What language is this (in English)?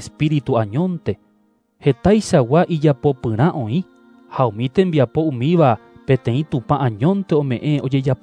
Guarani